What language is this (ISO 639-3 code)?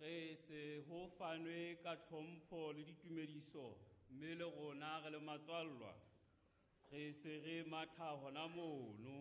sot